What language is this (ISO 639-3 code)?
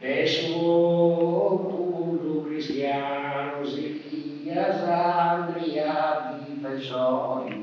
srd